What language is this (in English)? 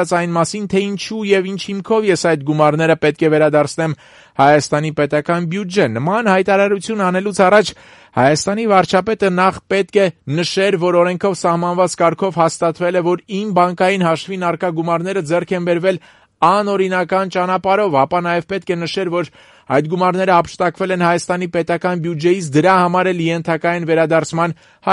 Armenian